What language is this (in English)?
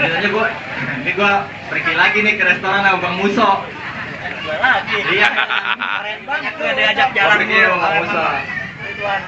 Betawi